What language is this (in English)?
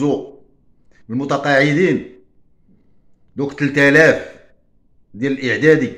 Moroccan Arabic